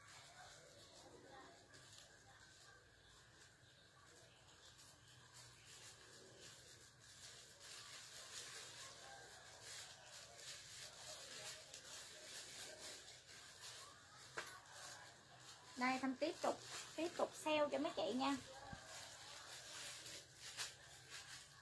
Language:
Vietnamese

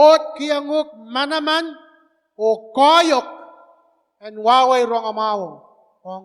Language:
Pohnpeian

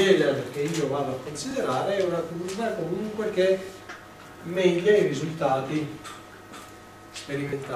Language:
Italian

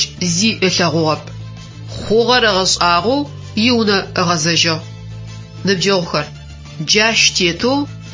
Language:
Adyghe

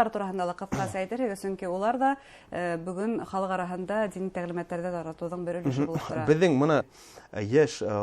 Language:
Bashkir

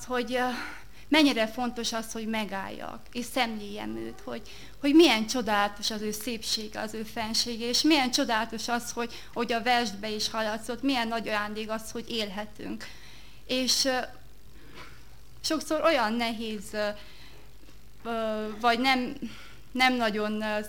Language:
Hungarian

